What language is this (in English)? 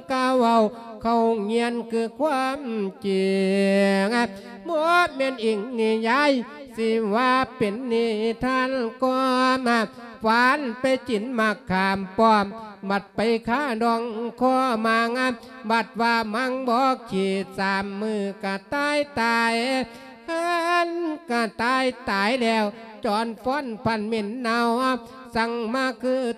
Lao